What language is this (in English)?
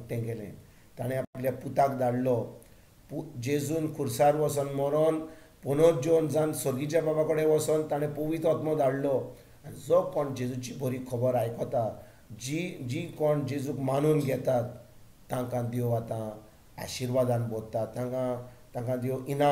Konkani